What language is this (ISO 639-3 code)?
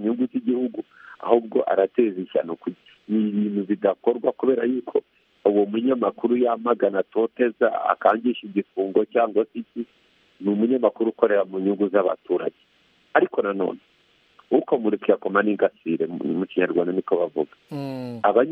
kin